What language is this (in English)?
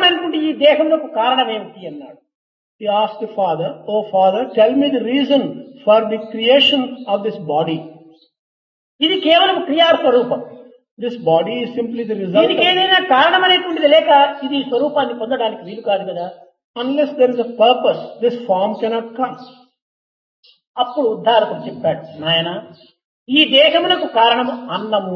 Telugu